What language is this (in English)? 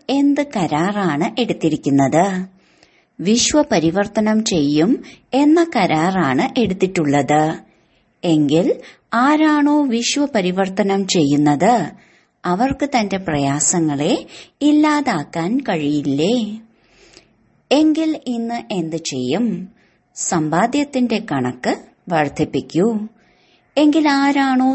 Malayalam